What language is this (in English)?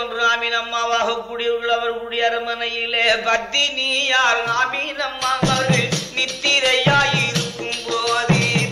Tamil